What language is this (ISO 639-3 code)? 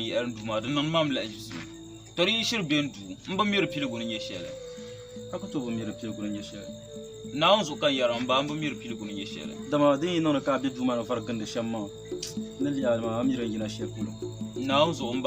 dag